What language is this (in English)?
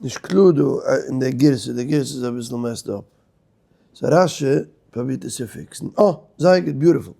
Yiddish